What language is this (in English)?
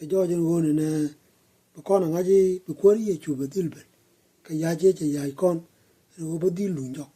Nuer